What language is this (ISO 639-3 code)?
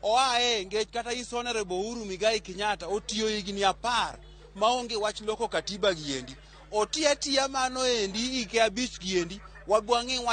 luo